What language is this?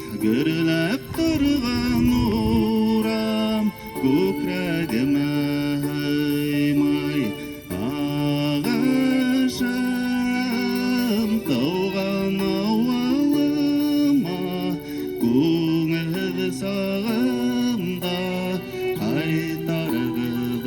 Bashkir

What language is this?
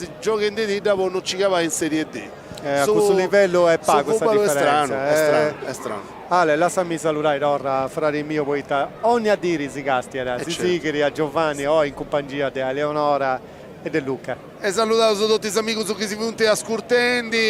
Sardinian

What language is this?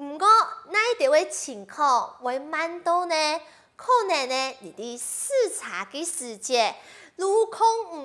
Hakka Chinese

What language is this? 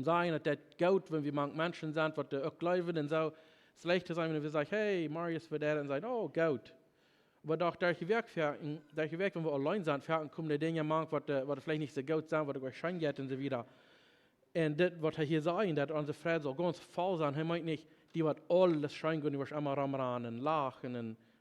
Plautdietsch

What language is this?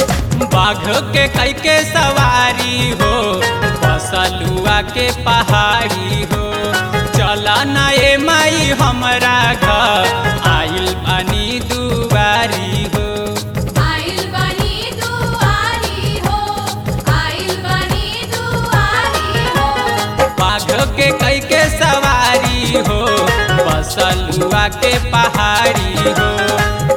Bhojpuri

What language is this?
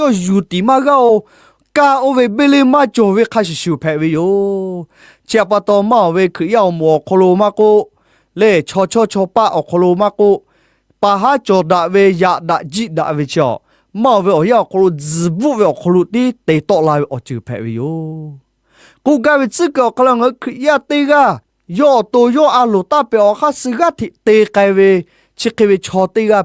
Lahu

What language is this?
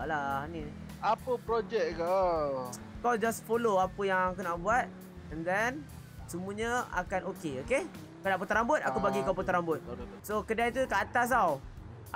Malay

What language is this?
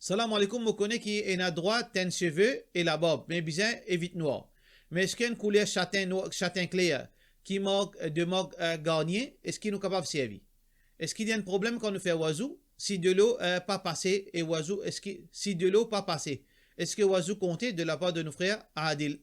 Morisyen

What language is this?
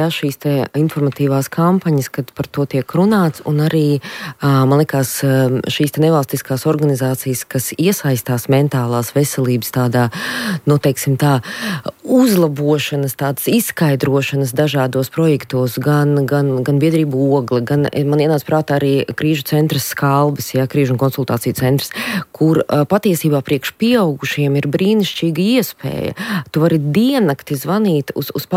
Latvian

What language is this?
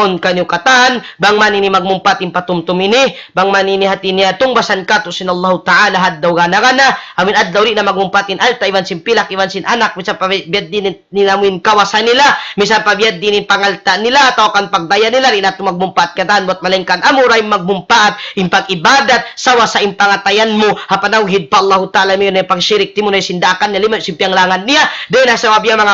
Tausug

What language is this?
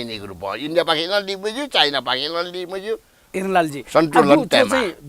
Newari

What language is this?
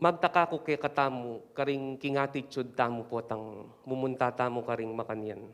Pampanga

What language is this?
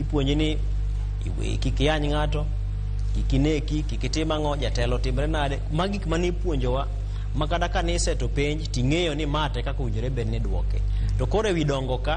Luo (Kenya and Tanzania)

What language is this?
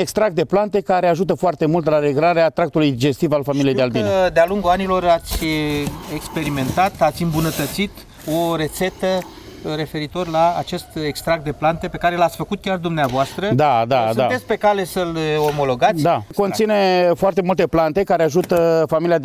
Romanian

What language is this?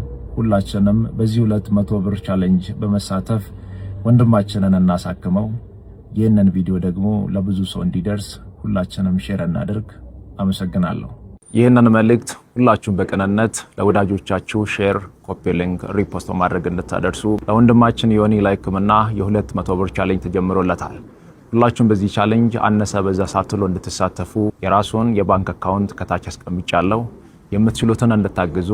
Amharic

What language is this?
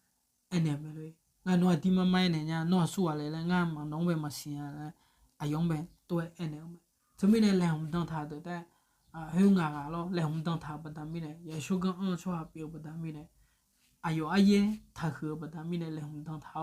Akha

